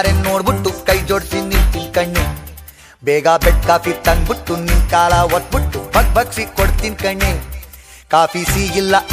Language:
Kannada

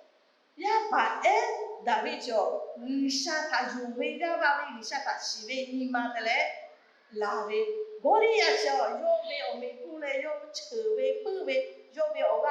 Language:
Lahu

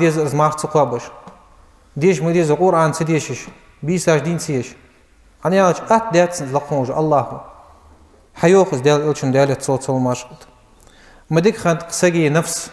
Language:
Ingush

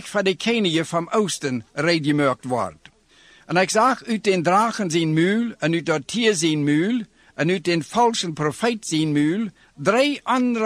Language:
Dutch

